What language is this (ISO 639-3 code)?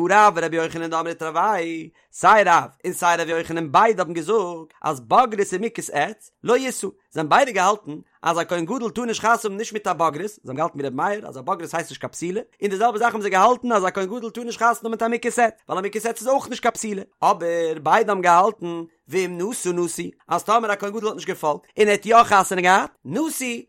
yid